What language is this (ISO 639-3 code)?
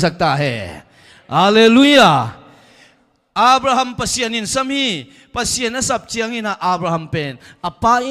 ctd